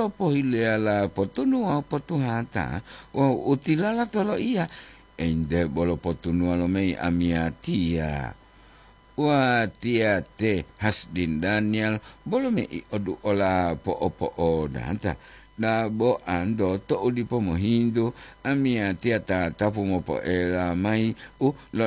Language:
Gorontalo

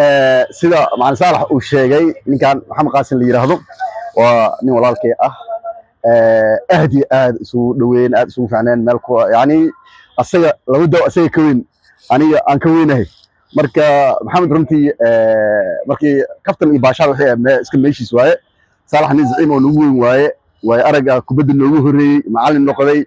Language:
Somali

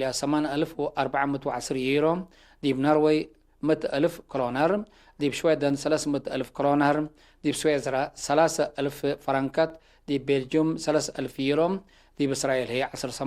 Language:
Tigre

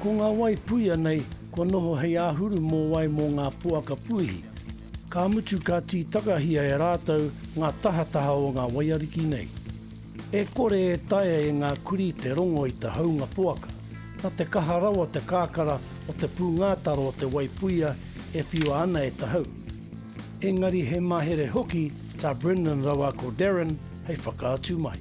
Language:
Māori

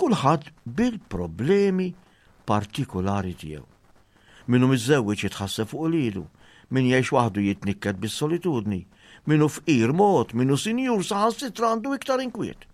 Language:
Maltese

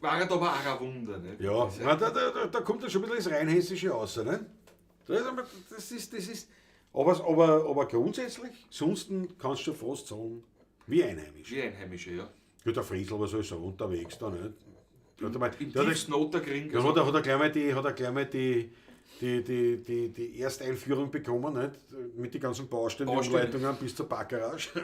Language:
Bavarian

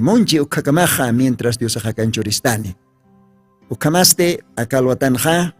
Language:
Aymara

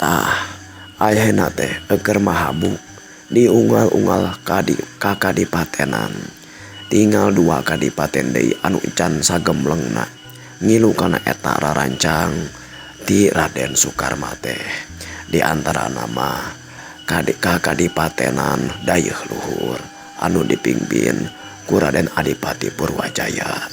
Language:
Sundanese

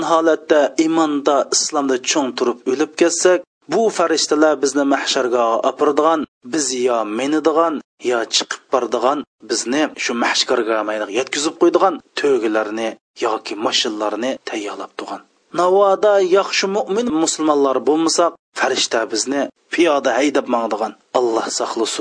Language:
Uyghur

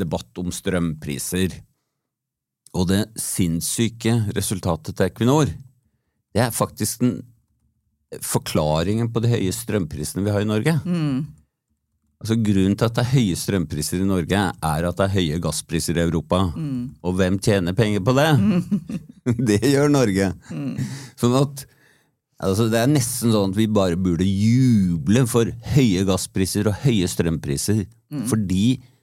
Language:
Norwegian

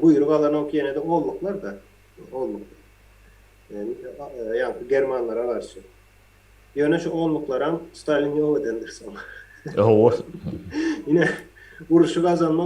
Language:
Turkmen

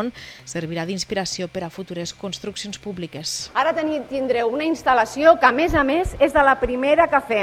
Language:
Catalan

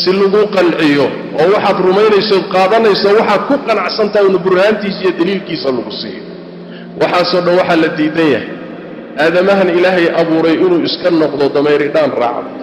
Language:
Somali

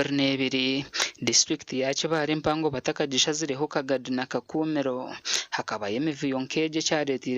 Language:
Nyankole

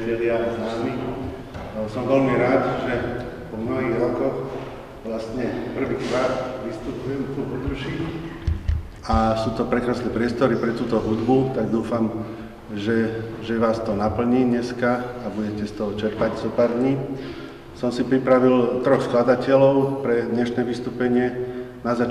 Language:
Slovak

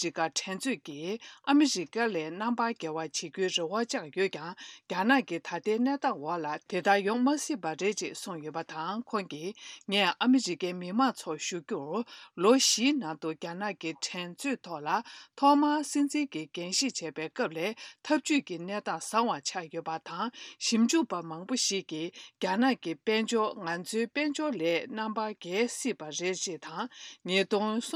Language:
Tibetan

